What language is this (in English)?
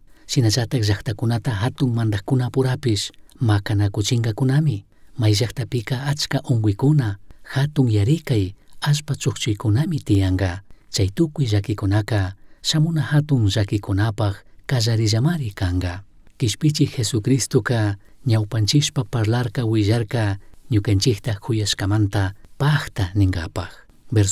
Chimborazo Highland Quichua